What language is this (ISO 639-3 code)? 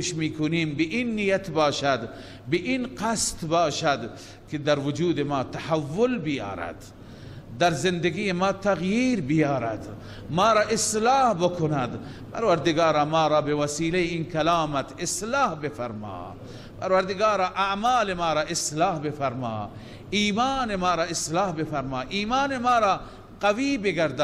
fas